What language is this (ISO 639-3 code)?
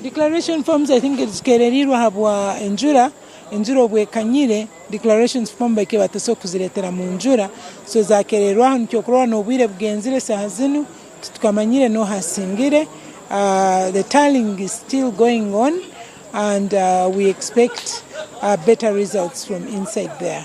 nyn